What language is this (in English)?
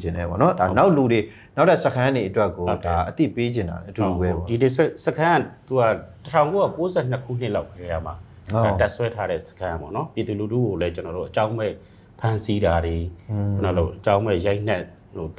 Burmese